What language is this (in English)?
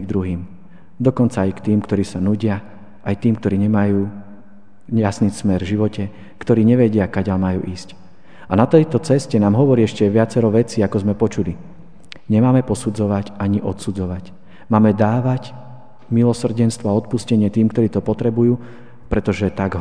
Slovak